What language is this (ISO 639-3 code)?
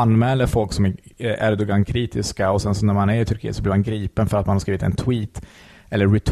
swe